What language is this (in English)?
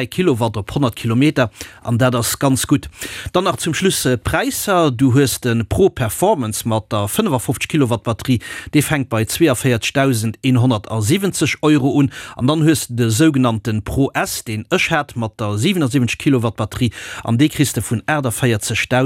Luxembourgish